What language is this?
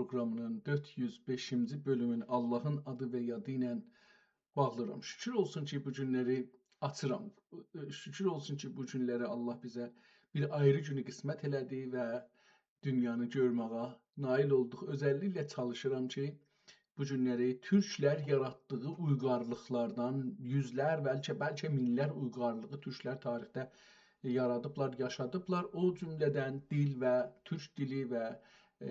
South Azerbaijani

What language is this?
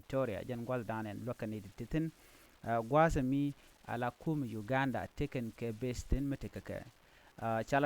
Nuer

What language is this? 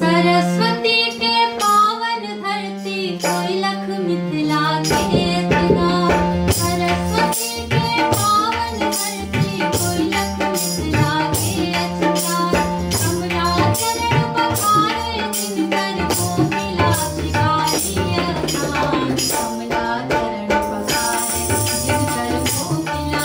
Maithili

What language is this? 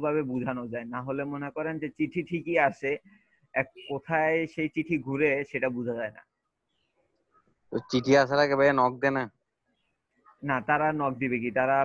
Bangla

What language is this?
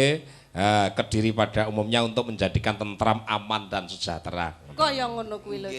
Javanese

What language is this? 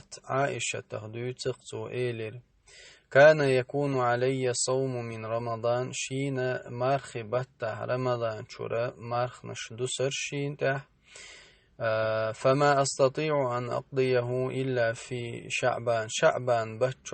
Chechen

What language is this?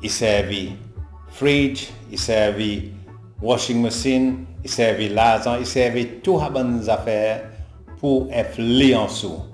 Seselwa Creole French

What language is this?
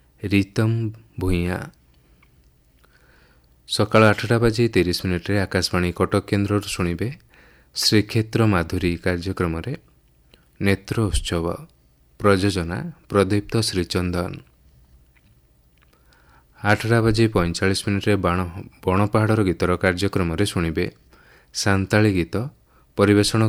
Odia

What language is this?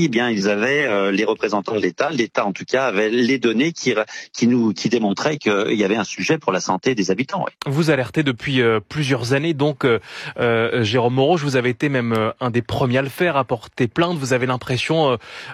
French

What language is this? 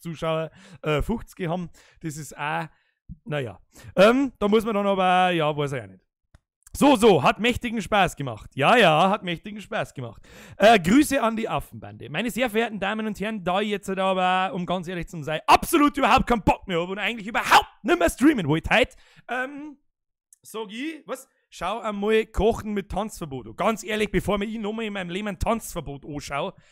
Bavarian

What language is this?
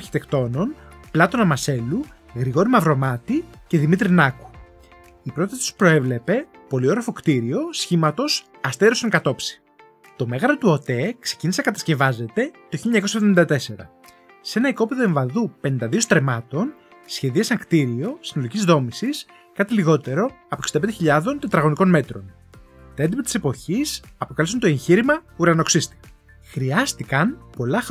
Greek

